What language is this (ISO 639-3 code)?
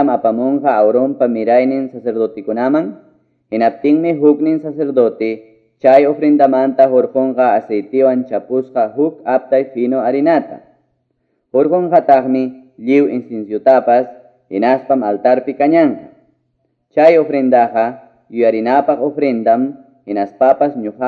que